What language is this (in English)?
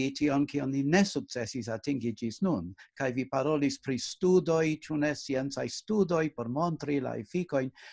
Esperanto